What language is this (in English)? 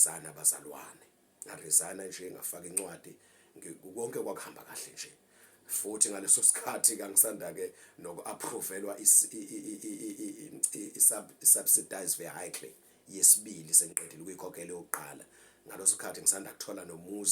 Zulu